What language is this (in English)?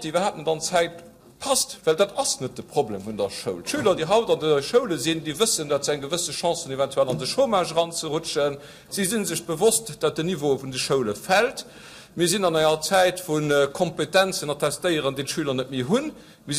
Luxembourgish